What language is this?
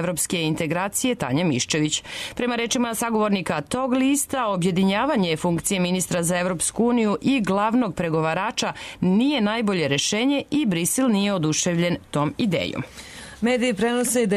Serbian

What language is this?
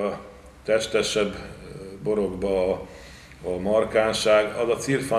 Hungarian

